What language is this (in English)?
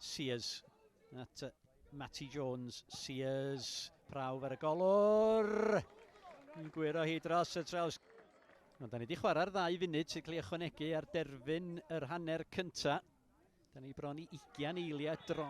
Welsh